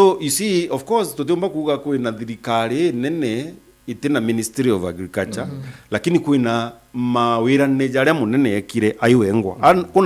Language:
Meru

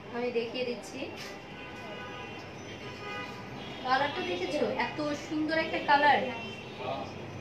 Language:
Bangla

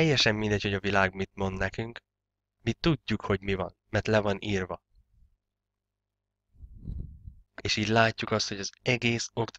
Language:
Hungarian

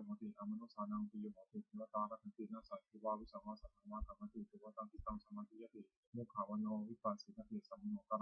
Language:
Pali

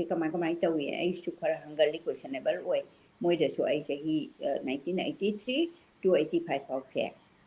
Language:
Manipuri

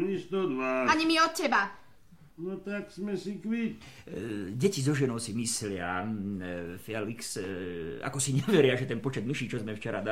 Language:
Slovak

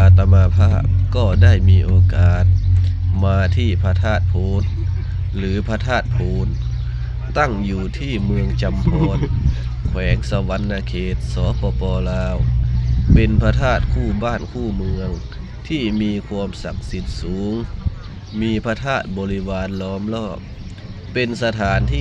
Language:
Lao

